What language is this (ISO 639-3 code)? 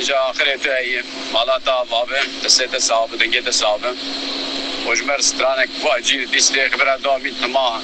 kur